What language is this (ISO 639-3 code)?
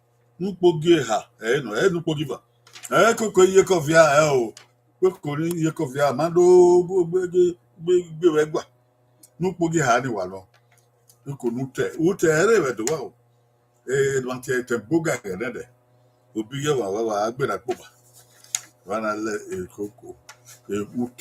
bin